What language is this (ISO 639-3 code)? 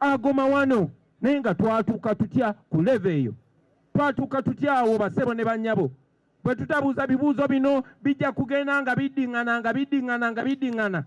lug